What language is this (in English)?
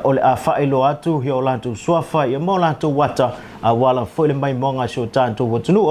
Samoan